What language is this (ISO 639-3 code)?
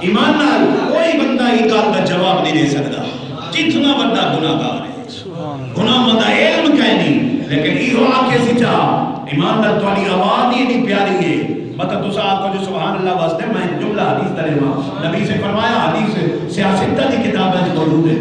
skr